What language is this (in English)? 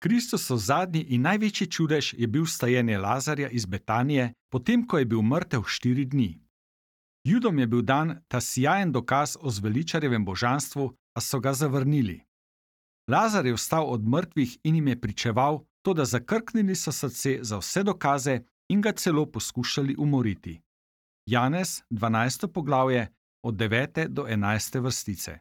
Slovenian